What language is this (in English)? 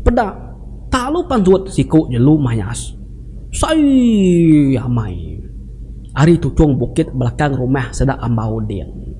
Iban